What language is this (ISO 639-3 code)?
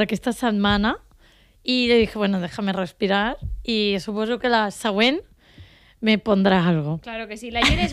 cat